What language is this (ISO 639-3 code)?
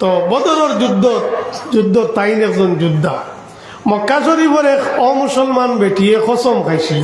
syl